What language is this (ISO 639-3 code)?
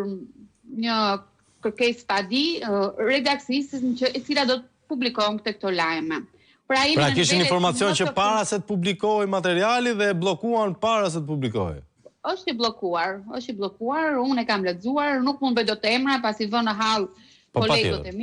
sqi